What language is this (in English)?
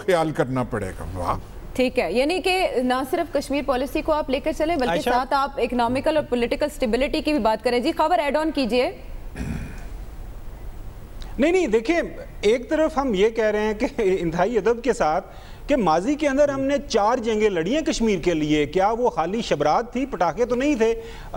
Urdu